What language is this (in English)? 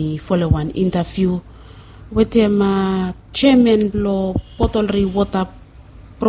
Bislama